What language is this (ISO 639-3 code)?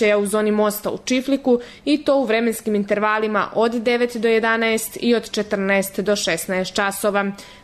srp